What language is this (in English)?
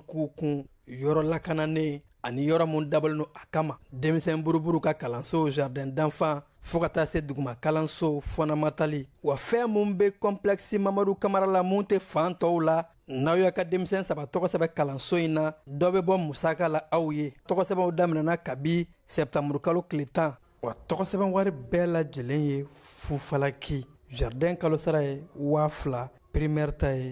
Bambara